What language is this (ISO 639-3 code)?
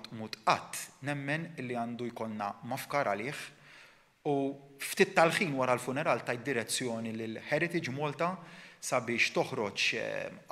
mlt